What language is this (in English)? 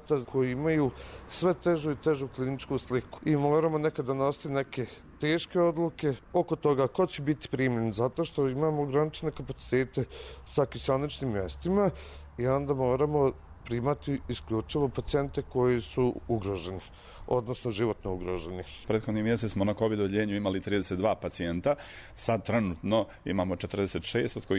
Bosnian